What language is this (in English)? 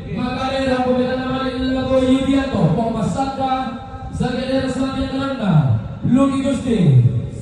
Toraja-Sa'dan